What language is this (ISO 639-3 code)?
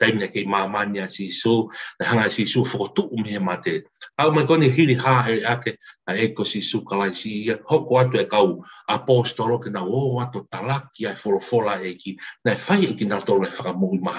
ton